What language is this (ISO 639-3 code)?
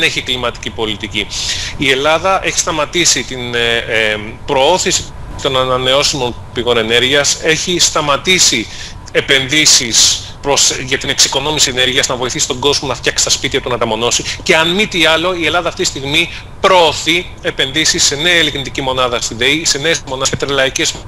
ell